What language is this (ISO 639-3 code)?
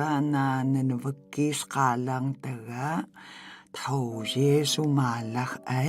tay